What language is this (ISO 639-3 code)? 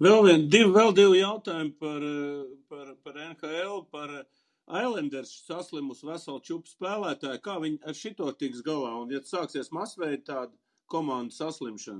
lav